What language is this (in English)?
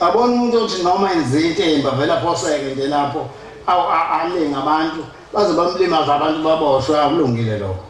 Zulu